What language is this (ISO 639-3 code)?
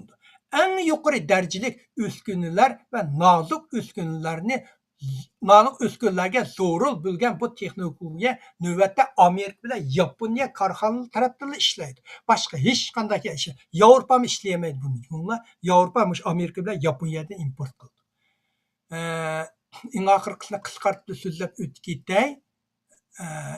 uig